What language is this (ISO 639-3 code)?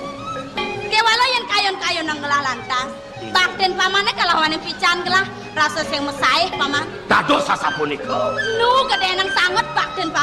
ban